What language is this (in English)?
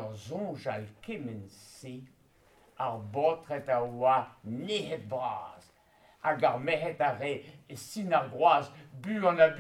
Breton